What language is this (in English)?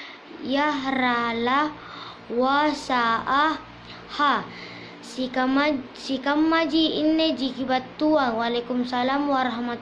Makasar